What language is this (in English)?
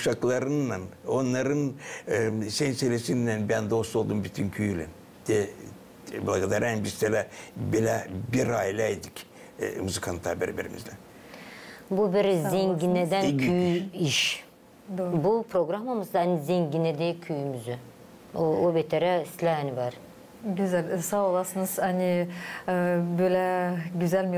Gagauz